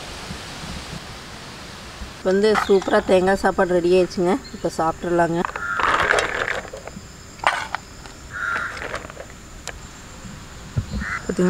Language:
Tamil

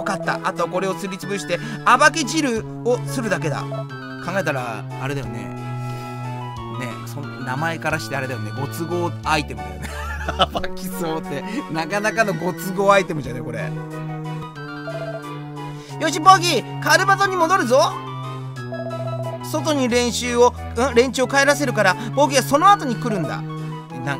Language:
Japanese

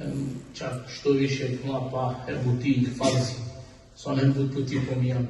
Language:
Balkan Romani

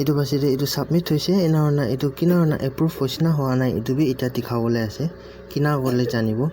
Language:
Naga Pidgin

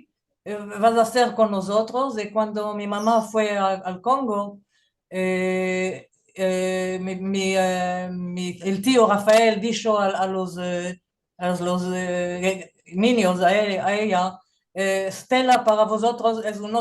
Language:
Ladino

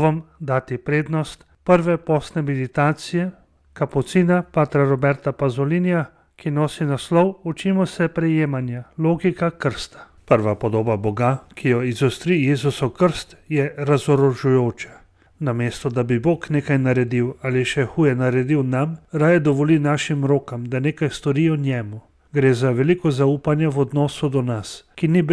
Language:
Slovenian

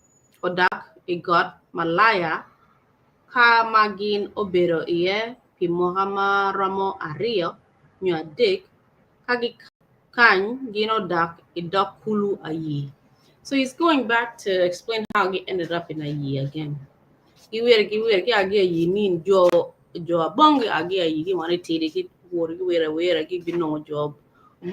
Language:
Acoli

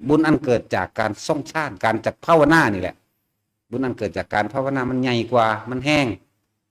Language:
Northeastern Thai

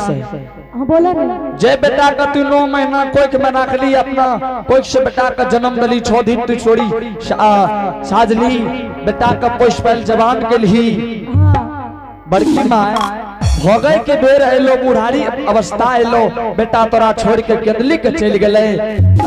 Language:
Angika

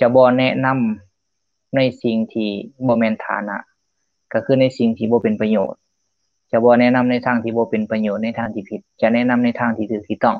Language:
Lao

